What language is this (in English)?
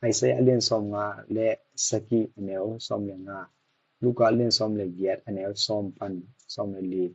Tedim Chin